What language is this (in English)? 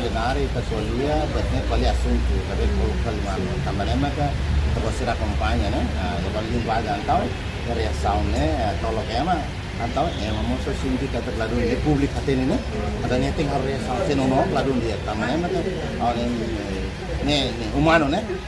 Tetum